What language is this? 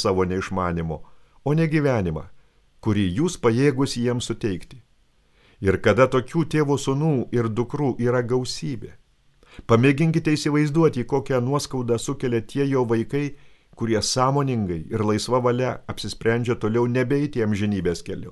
Lithuanian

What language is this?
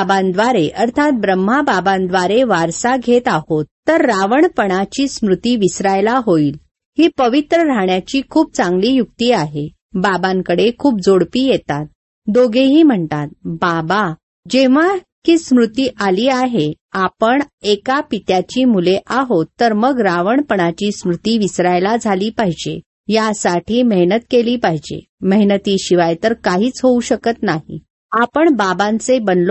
Marathi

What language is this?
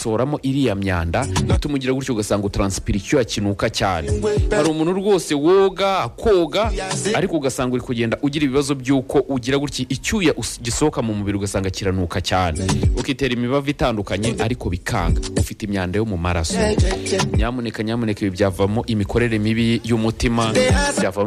Kinyarwanda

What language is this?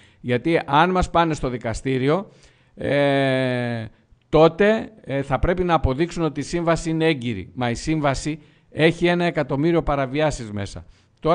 Greek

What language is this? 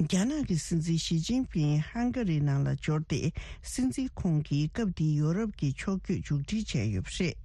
Tibetan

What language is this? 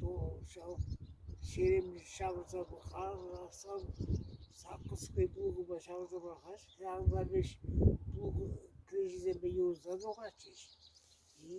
Chuvash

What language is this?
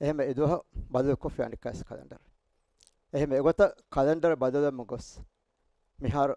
Divehi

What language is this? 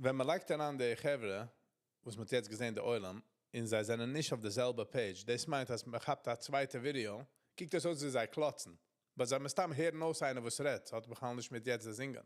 Yiddish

